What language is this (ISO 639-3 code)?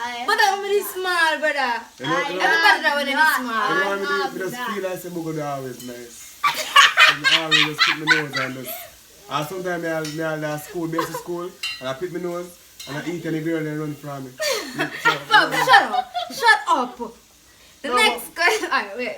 jam